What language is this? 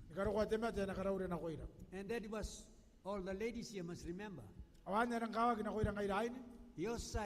Gilbertese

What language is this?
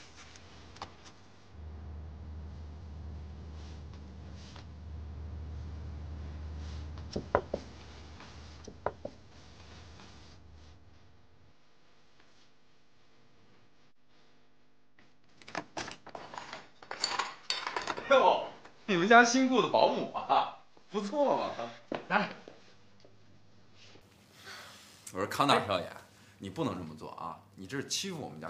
Chinese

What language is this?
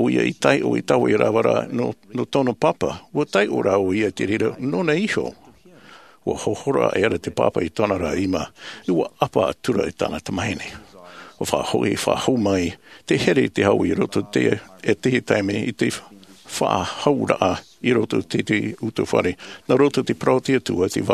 Tahitian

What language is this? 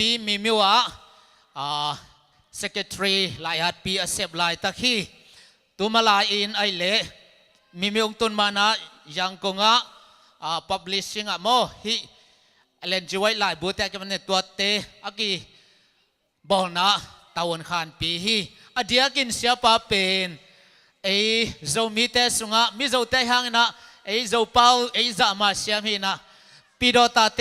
Tedim Chin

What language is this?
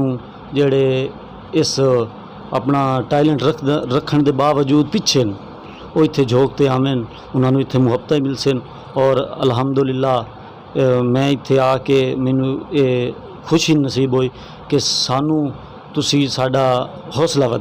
Saraiki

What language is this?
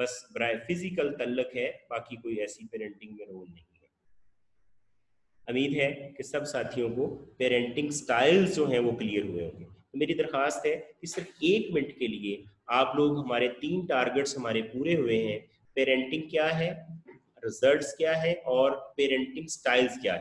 Urdu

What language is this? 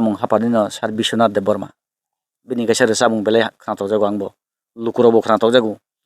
Kok Borok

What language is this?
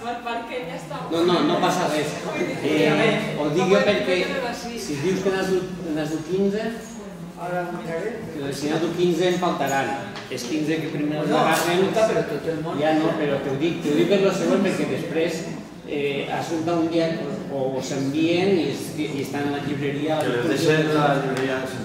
Catalan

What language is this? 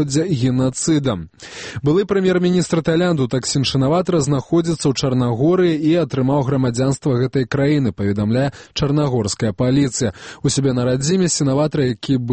Belarusian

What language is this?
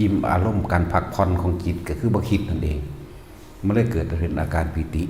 Northeastern Thai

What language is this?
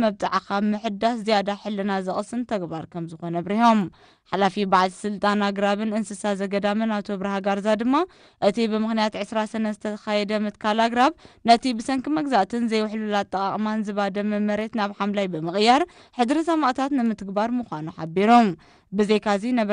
Tigrinya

